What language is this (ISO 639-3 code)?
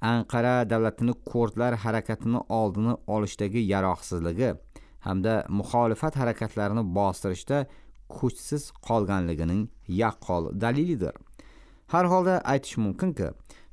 uzb